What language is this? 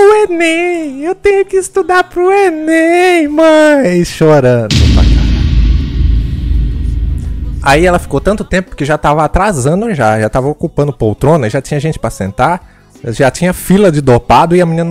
Portuguese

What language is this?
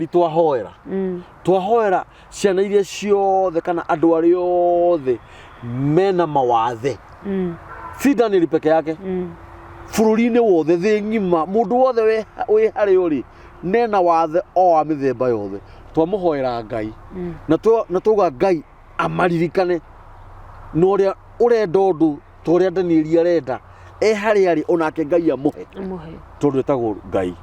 Kikuyu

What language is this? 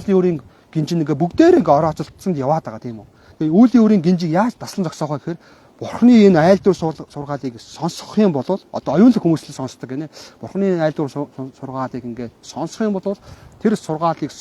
Mongolian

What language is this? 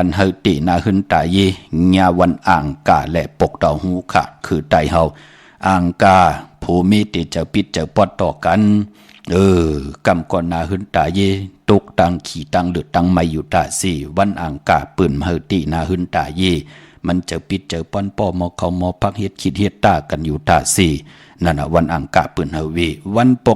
Shan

